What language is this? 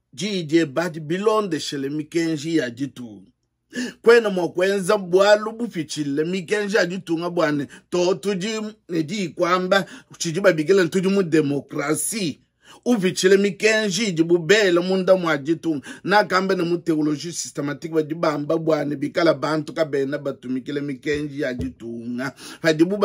Luba-Lulua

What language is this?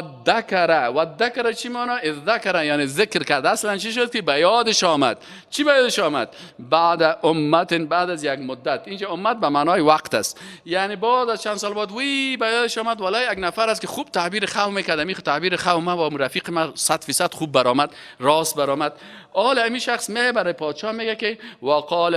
Persian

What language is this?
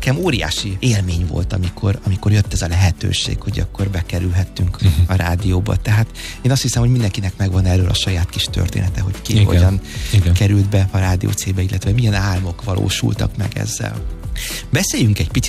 Hungarian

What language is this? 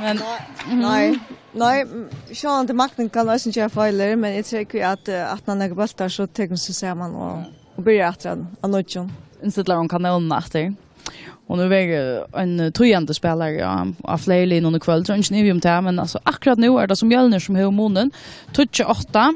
Faroese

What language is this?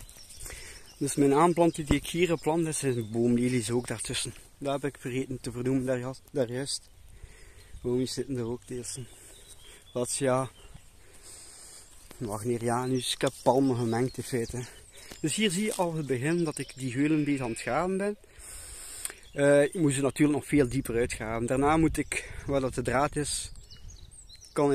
Dutch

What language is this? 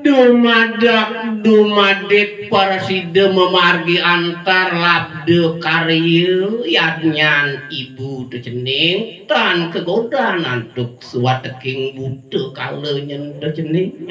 Balinese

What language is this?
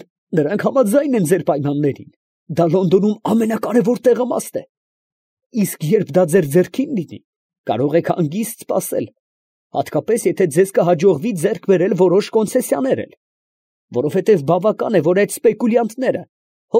Armenian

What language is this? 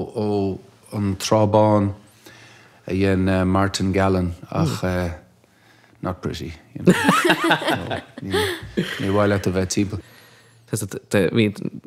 Irish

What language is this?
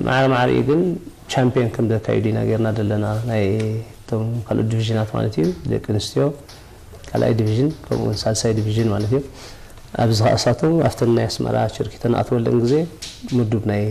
Tigrinya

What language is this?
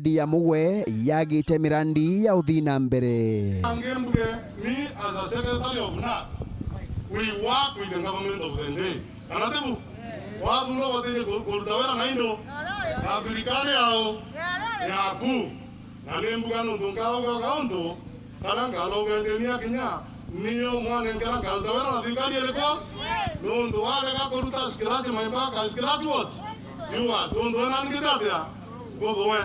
Meru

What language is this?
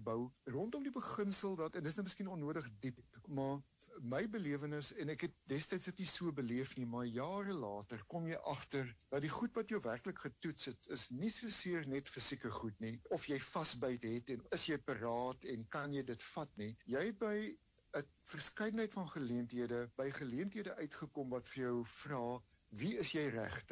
Afrikaans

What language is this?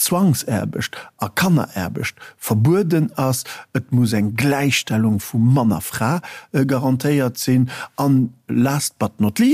Luxembourgish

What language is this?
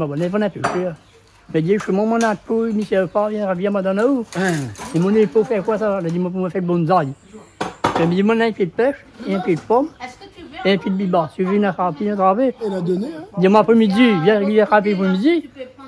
Réunion Creole French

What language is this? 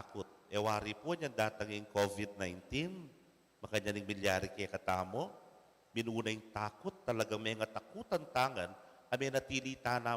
Pampanga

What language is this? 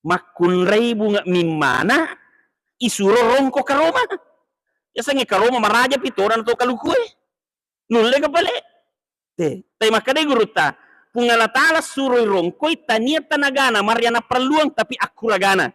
Buginese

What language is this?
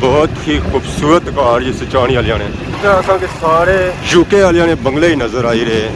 Pahari-Potwari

